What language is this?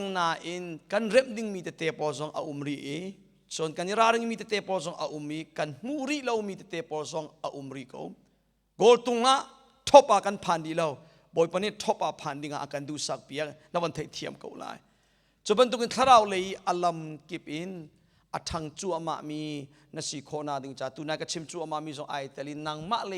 Hakha Chin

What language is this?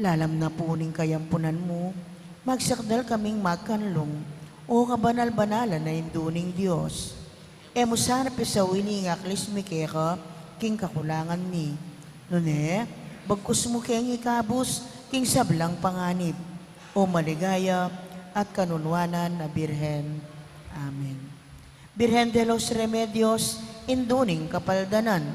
Pampanga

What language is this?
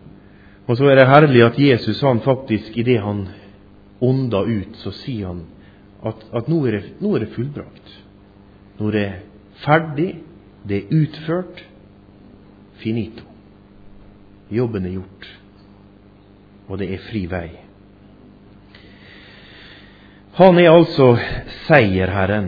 Norwegian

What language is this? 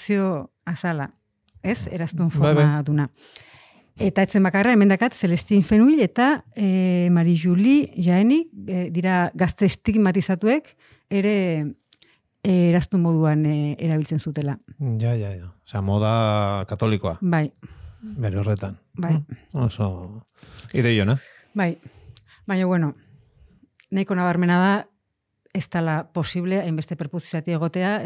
Basque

